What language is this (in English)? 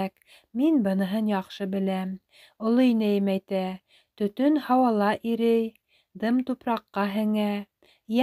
Bashkir